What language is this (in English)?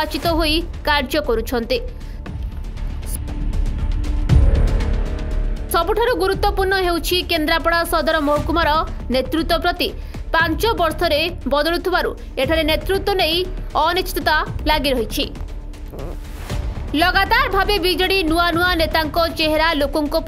Odia